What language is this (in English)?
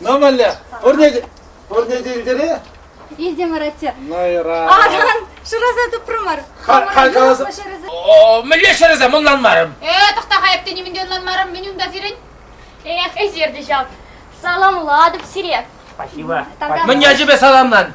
Chuvash